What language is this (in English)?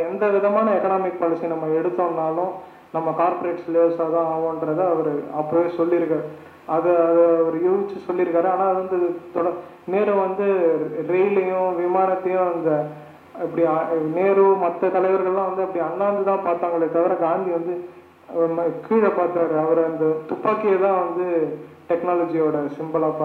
Tamil